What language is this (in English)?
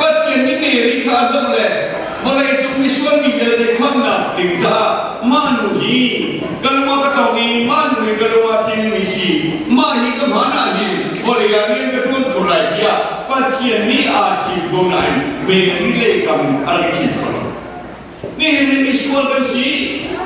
Hakha Chin